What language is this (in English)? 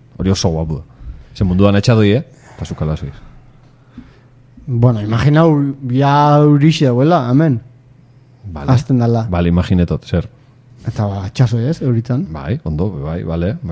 Basque